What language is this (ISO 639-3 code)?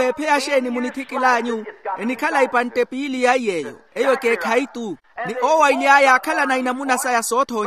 vmw